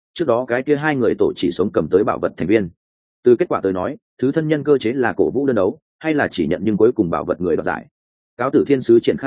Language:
Vietnamese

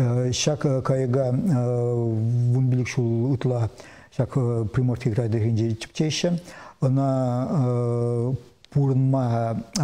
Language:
Chuvash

